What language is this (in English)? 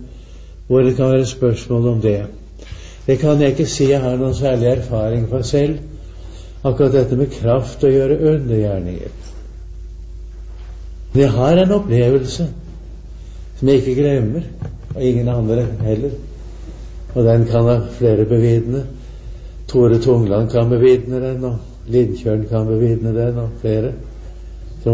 Norwegian